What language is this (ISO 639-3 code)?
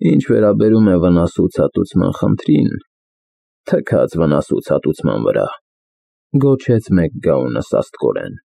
hye